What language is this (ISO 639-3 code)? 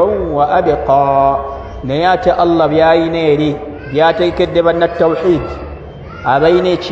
lug